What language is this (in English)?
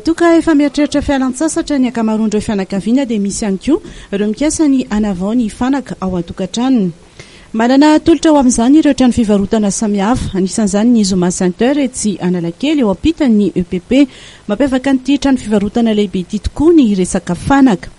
Malagasy